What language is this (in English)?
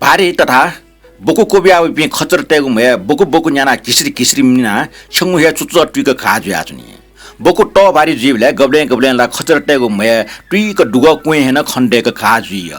Newari